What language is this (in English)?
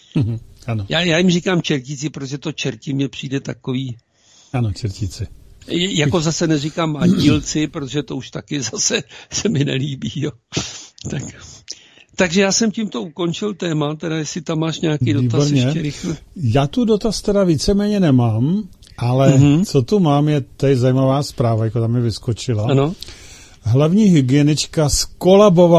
Czech